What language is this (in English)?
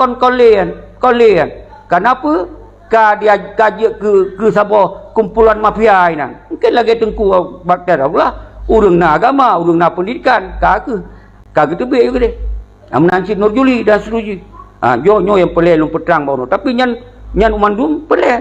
Achinese